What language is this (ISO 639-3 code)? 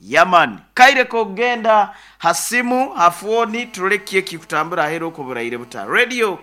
nyn